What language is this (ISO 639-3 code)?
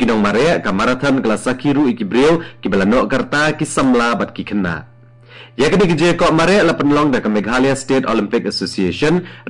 kha